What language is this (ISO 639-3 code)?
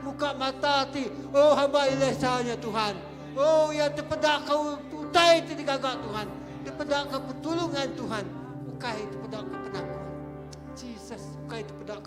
iba